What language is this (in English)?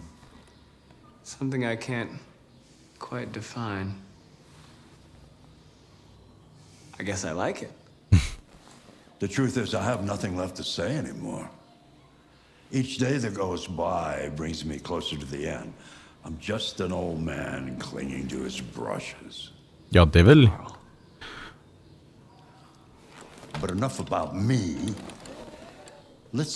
Swedish